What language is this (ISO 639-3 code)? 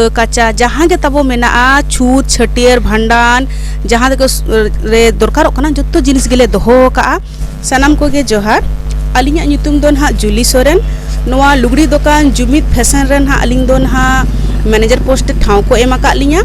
sat